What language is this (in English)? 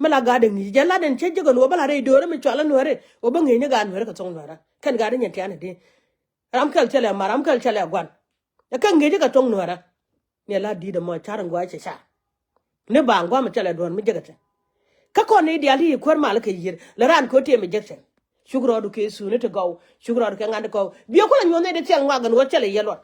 Nuer